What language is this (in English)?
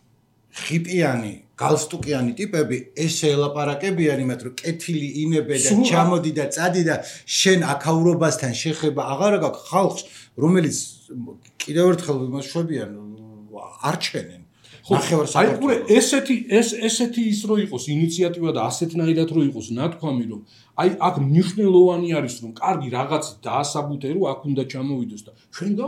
Georgian